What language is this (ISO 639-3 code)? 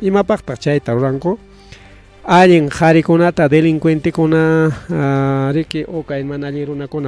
quy